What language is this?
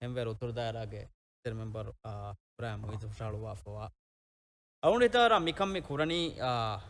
Divehi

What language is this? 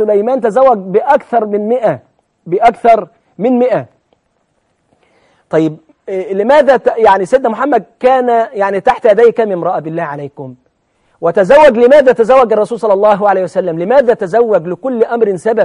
Egyptian Arabic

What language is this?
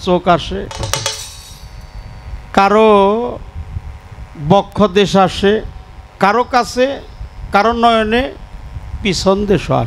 Bangla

